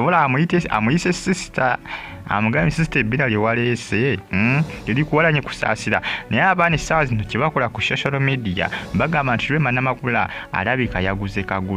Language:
Ganda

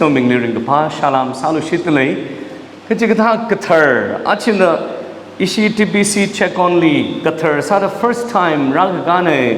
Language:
Tangkhul Naga (India)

